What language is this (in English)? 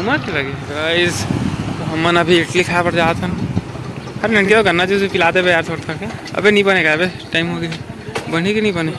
Chhattisgarhi